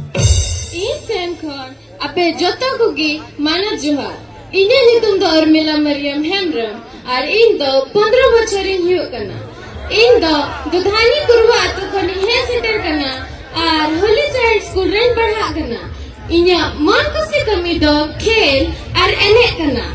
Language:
Santali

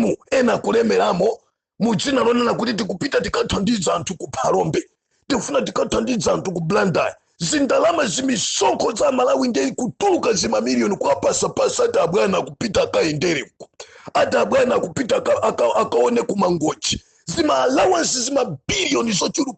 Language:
Nyanja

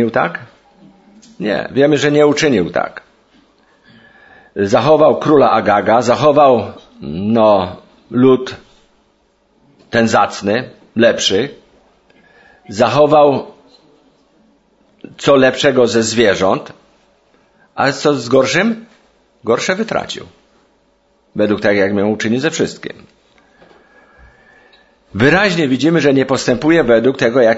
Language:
Polish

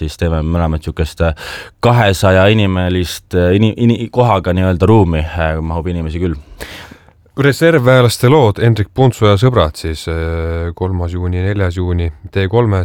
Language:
Estonian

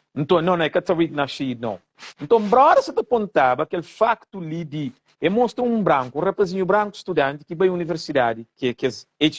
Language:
Kabuverdianu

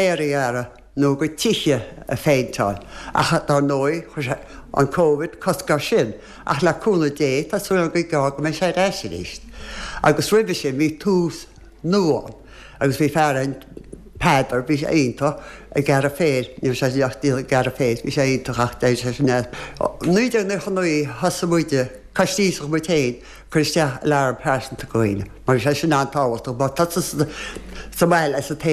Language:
Irish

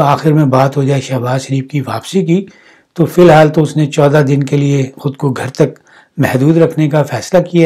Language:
Urdu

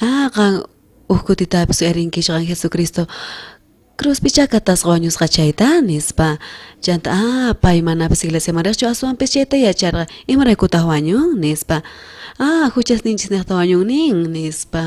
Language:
South Bolivian Quechua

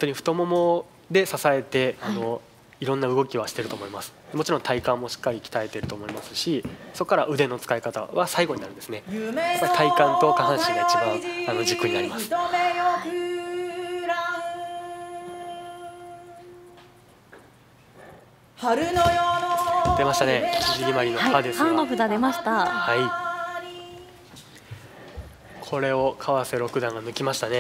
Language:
Japanese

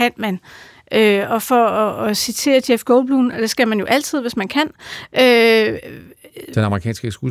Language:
Danish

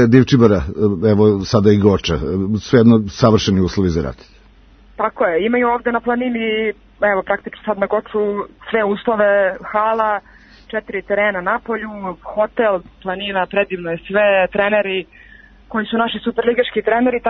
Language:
Serbian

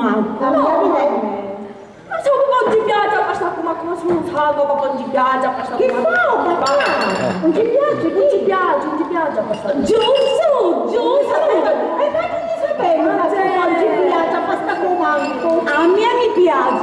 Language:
Sicilian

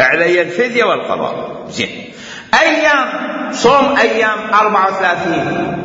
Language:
Mesopotamian Arabic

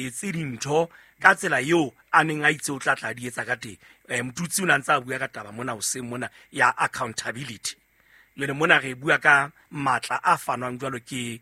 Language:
Southern Sotho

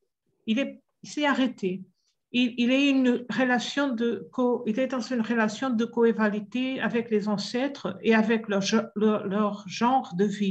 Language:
French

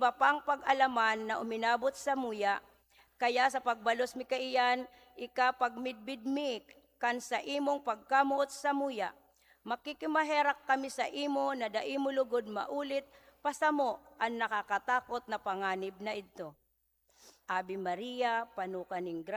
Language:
Bikol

